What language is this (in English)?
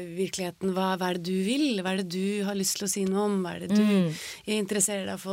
Norwegian